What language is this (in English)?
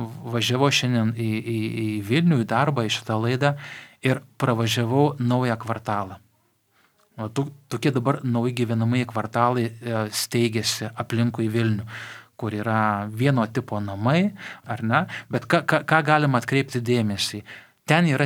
Lithuanian